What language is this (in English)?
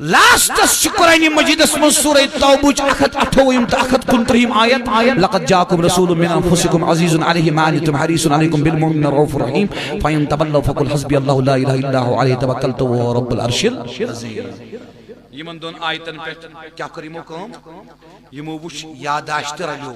Kashmiri